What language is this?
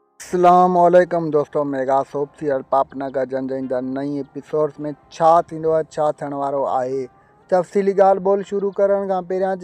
Sindhi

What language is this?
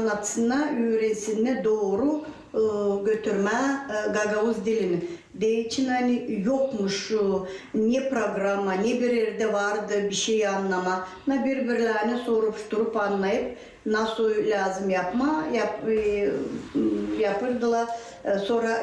Gagauz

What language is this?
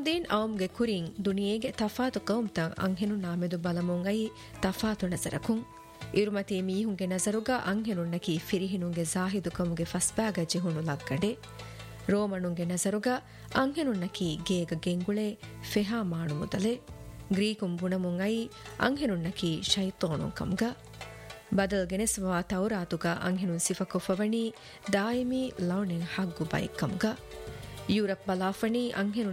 Divehi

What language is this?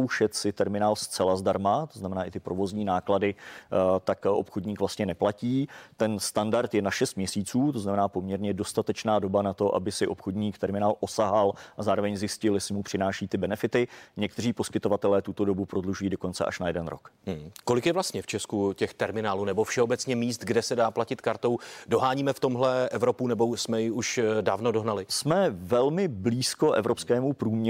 Czech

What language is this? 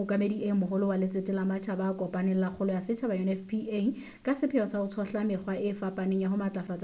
Southern Sotho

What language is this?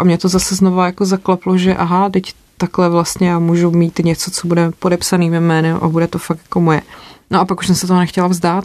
Czech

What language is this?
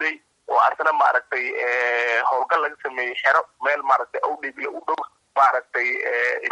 Somali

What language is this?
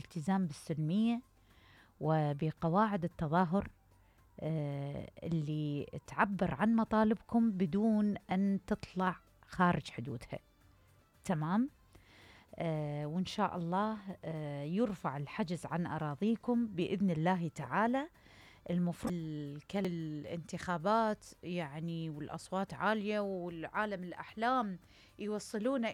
Mesopotamian Arabic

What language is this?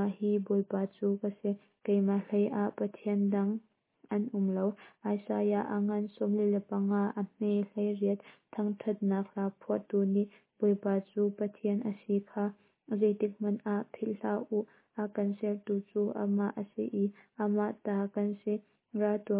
Hakha Chin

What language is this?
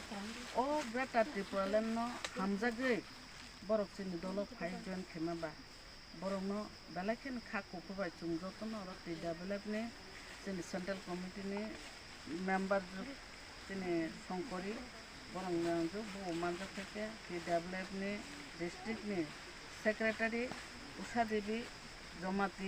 Kok Borok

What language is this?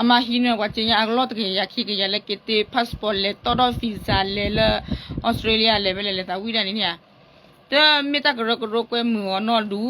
S'gaw Karen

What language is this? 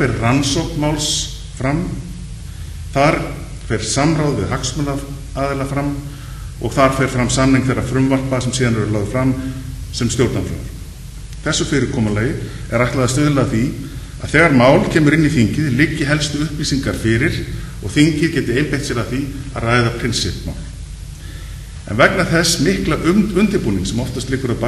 Icelandic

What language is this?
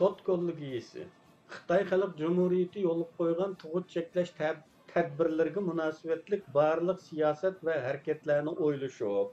Uyghur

